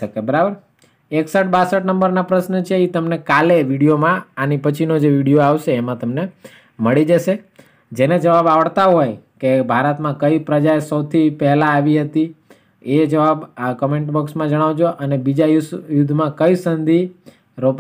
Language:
Gujarati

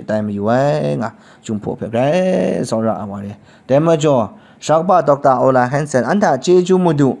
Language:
Kachin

